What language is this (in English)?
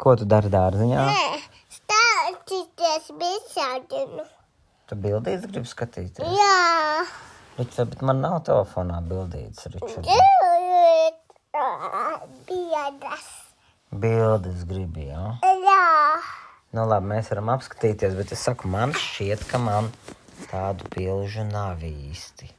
Latvian